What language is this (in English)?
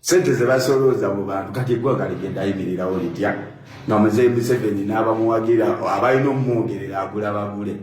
Ganda